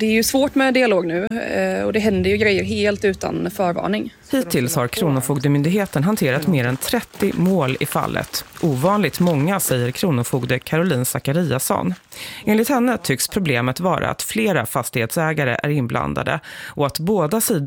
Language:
Swedish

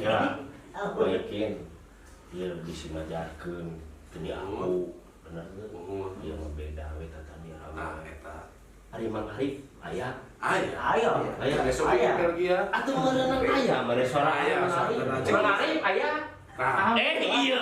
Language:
Sundanese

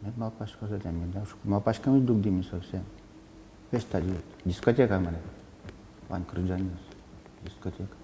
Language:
Udmurt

